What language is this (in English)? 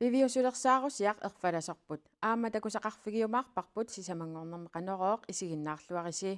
Kalaallisut